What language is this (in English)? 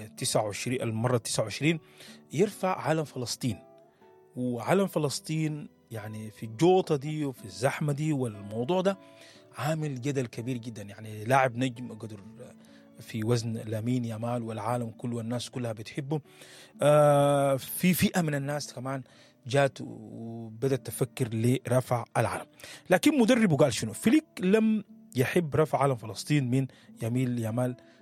Sudanese Arabic